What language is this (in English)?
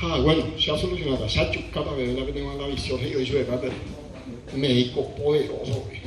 Guarani